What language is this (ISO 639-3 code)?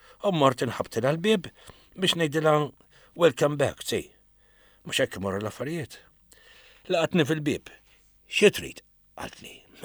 mlt